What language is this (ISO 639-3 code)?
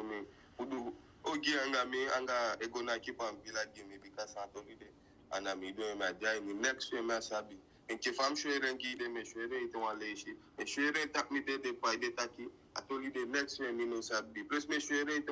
djk